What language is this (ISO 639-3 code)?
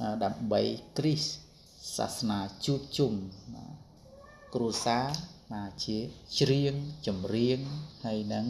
khm